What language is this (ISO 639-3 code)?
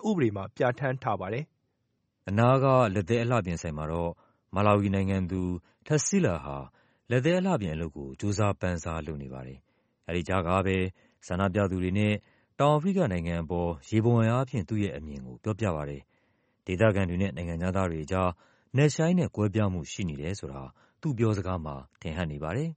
mya